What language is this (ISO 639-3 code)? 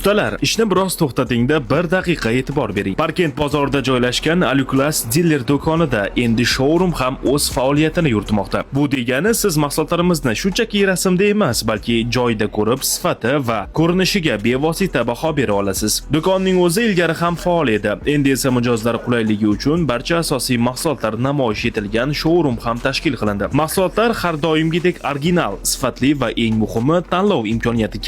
uzb